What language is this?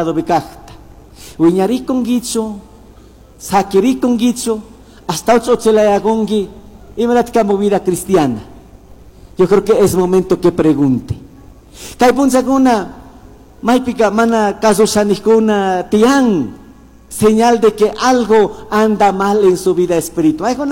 Chimborazo Highland Quichua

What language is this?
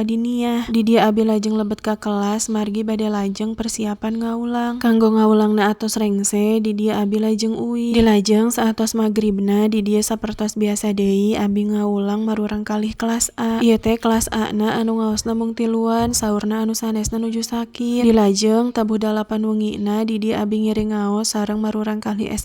Sundanese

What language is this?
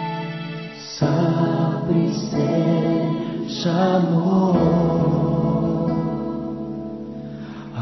Filipino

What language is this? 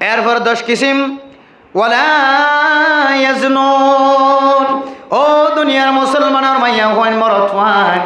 Rohingya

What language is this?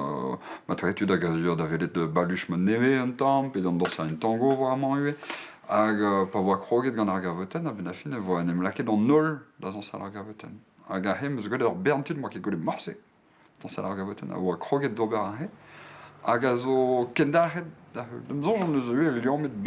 Breton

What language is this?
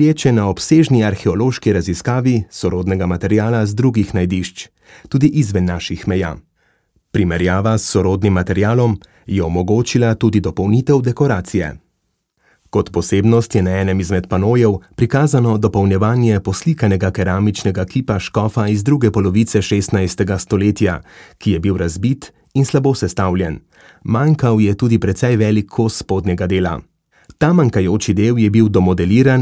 Slovenian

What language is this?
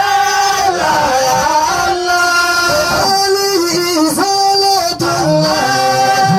Fula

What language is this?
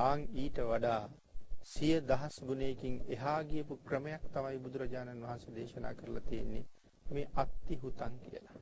Sinhala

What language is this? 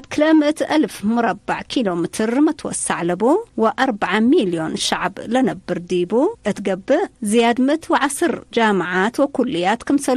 Tigre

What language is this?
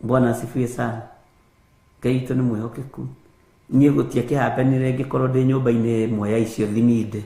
Kikuyu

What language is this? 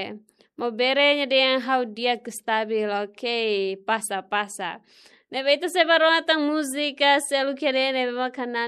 Tetum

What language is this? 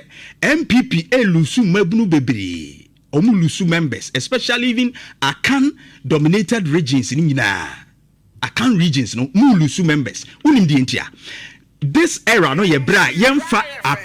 Akan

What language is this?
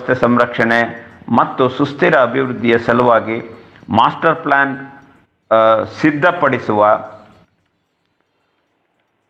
Kannada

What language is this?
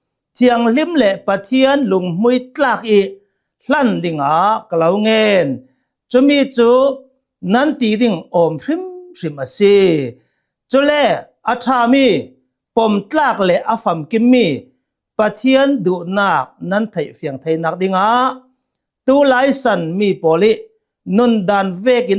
Hakha Chin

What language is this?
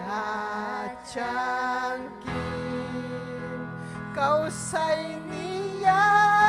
Ayacucho Quechua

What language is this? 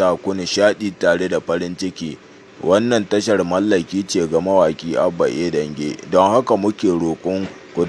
Hausa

